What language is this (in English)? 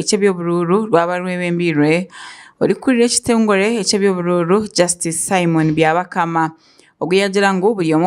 Nyankole